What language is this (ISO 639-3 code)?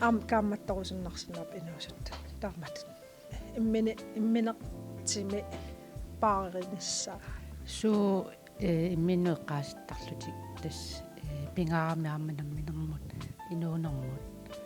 kal